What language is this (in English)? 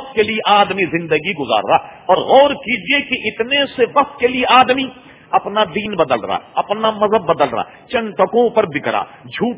Urdu